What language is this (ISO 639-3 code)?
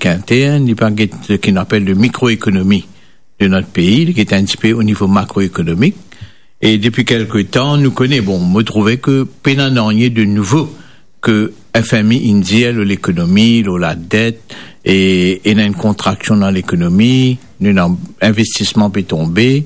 mfe